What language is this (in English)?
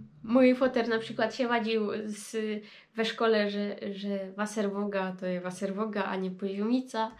Silesian